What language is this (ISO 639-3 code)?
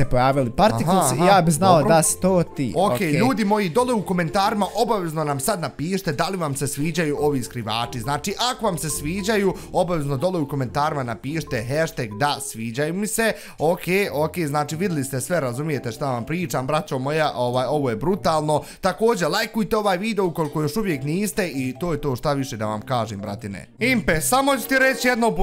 bos